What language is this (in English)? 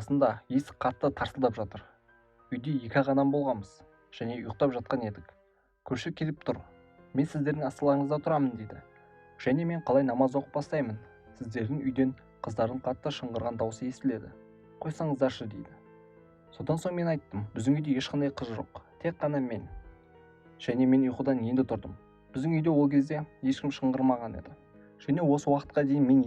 Kazakh